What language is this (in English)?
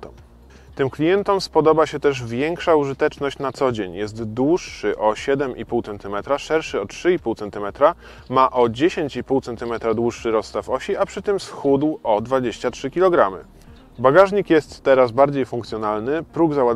Polish